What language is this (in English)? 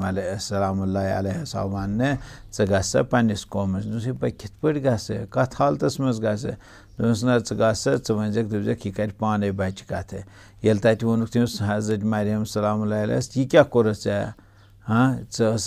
Kashmiri